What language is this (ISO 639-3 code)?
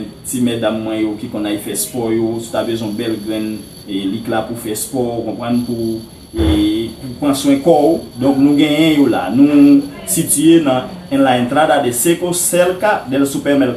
hat